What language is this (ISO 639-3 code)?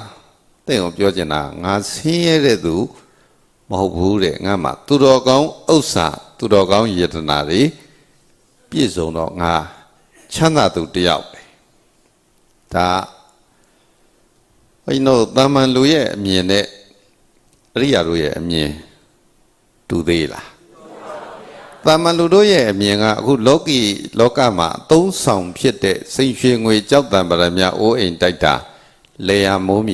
mya